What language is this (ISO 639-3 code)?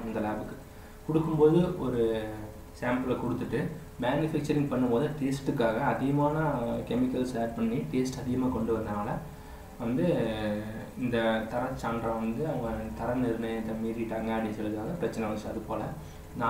tam